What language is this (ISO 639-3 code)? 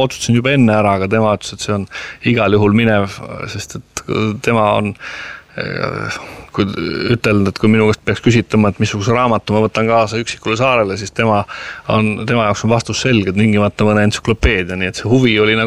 est